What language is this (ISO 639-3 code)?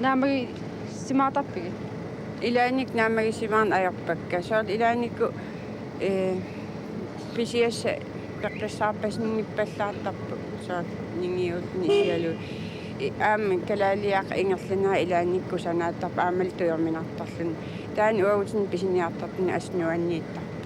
kal